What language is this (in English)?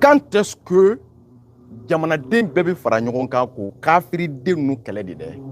Bambara